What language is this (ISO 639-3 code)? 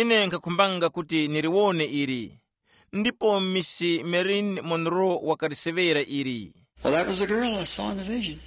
tum